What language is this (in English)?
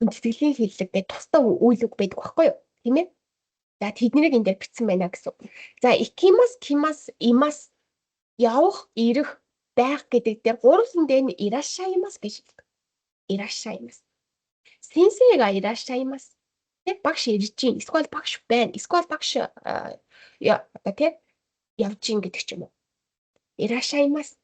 Mongolian